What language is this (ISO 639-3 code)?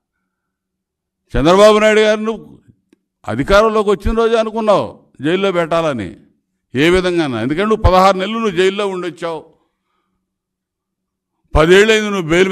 tel